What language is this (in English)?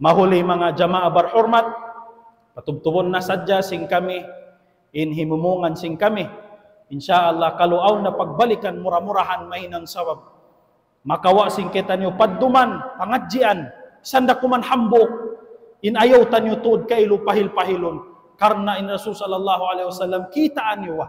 Tausug